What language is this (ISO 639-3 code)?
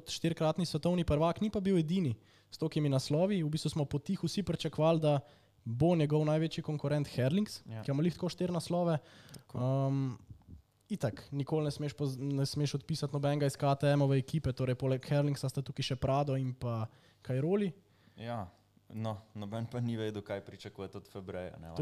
slv